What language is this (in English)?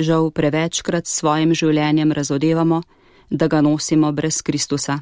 Slovenian